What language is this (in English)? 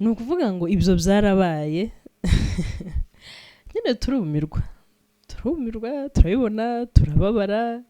Kinyarwanda